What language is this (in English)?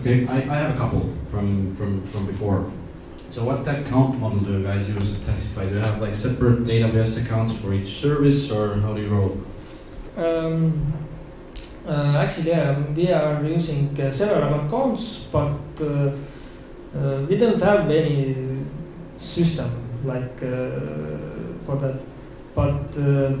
English